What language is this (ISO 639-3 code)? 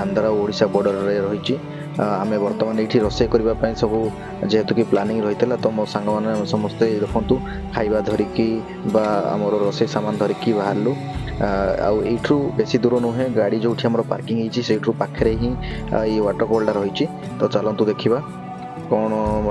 ori